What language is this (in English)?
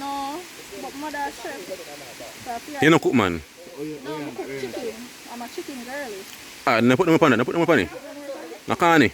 Jamaican Creole English